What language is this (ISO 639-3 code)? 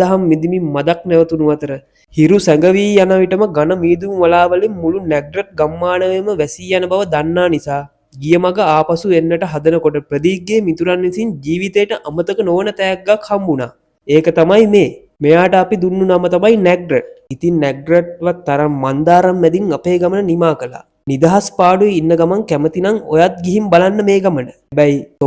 sin